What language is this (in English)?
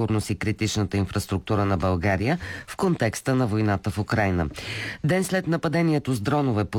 Bulgarian